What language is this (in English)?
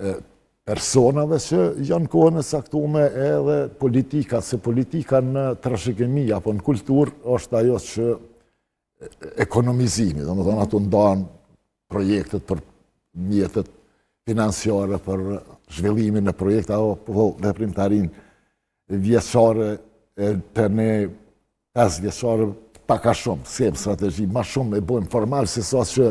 Albanian